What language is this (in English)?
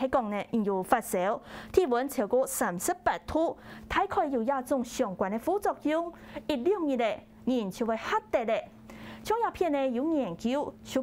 Hakka Chinese